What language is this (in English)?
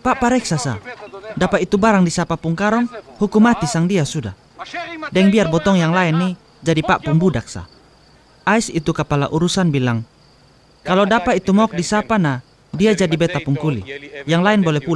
Kupang Malay